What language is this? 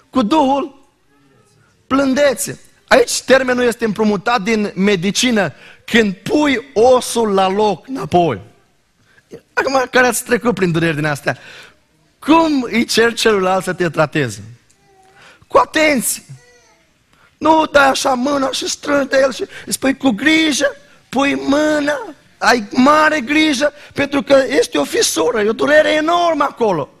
Romanian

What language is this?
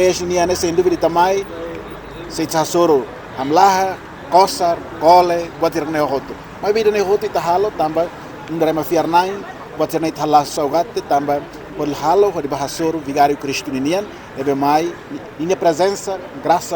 Tetum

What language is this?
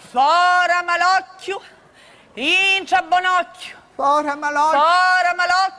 Sicilian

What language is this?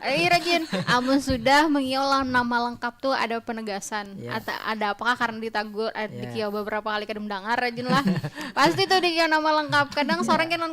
Banjar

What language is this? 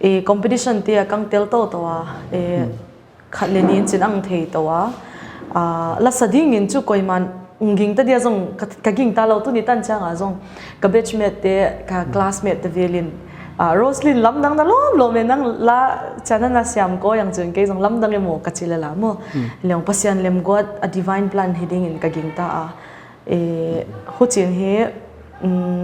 Paite Chin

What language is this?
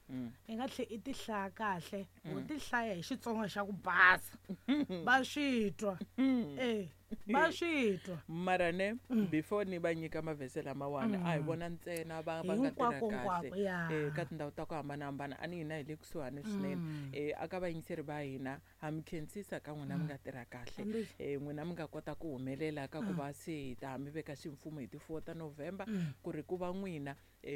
Tsonga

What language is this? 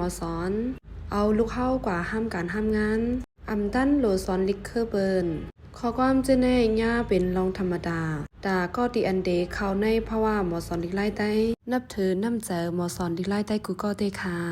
Shan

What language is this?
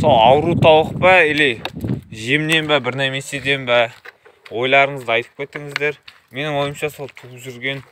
Kazakh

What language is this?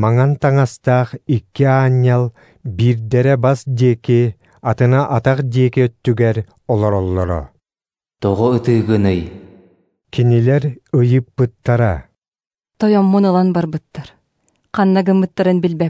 Yakut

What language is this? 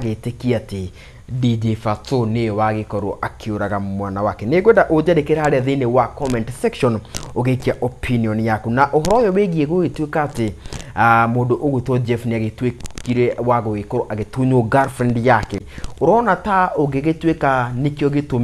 Kikuyu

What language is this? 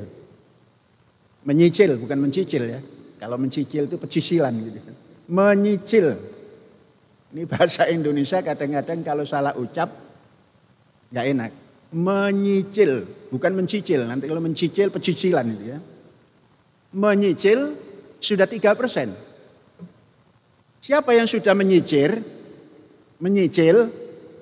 Indonesian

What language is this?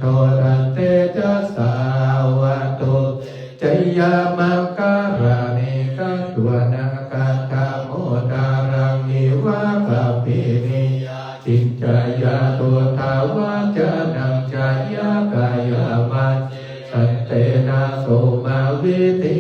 Pali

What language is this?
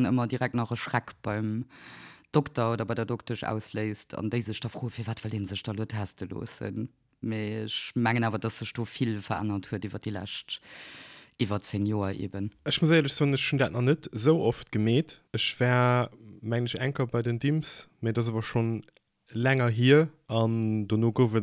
Luxembourgish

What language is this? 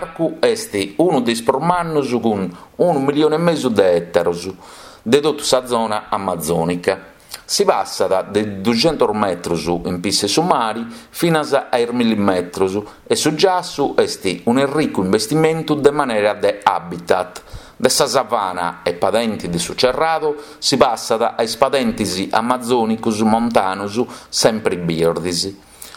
Sardinian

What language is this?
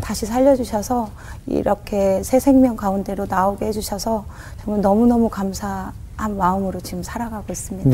Korean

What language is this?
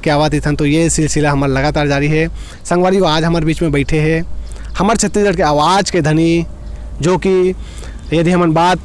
Chhattisgarhi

